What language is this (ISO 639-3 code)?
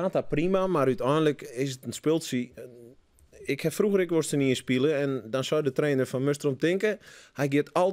fry